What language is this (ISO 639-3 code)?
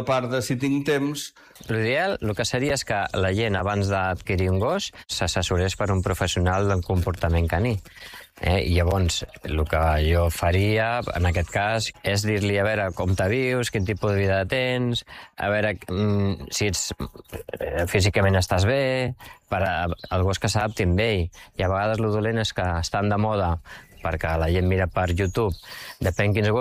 cat